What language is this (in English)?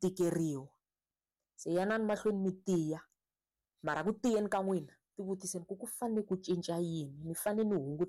Tsonga